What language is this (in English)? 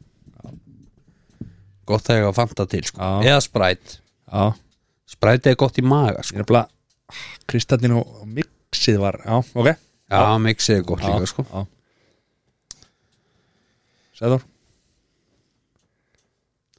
Icelandic